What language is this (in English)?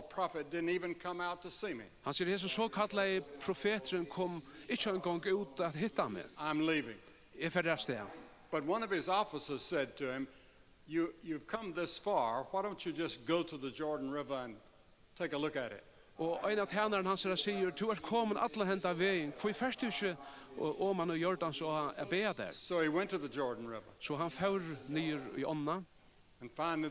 Faroese